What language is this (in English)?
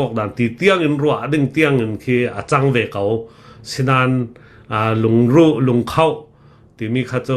Hakha Chin